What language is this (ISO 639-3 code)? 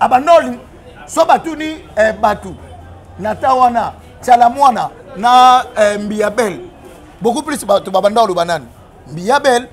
lin